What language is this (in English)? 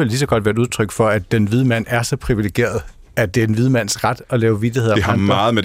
Danish